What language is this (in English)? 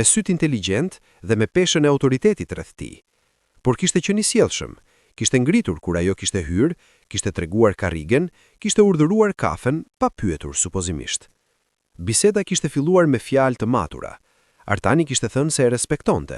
Albanian